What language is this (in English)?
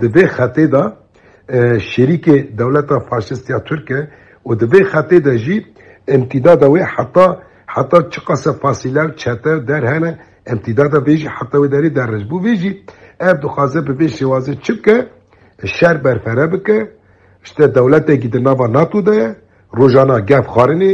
Kurdish